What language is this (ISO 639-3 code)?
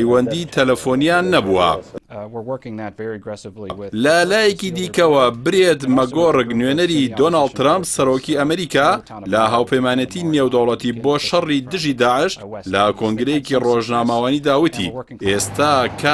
ckb